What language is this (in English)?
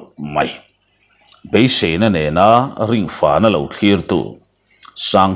Mizo